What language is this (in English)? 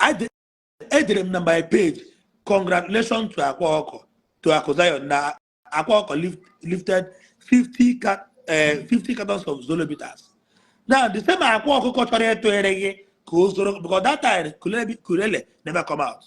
Igbo